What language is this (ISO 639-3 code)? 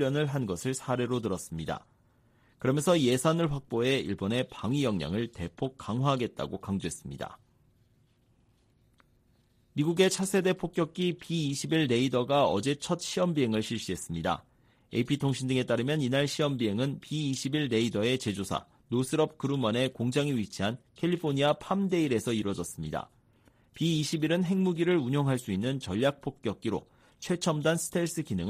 kor